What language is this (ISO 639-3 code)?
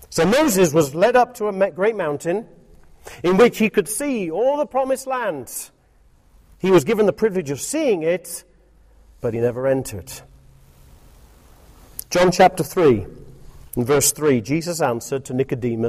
eng